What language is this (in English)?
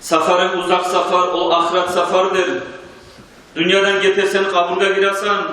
Kumyk